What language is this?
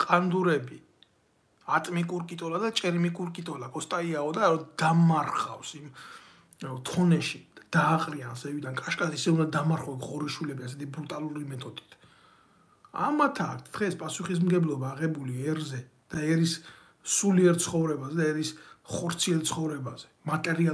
Georgian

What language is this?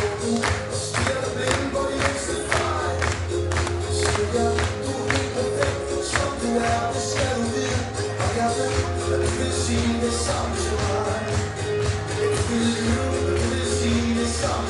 Danish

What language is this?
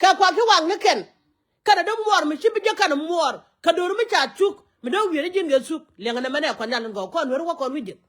Nuer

